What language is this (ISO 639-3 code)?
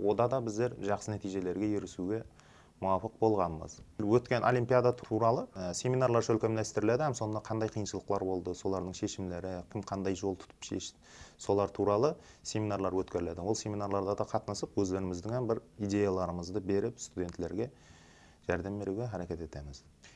kaa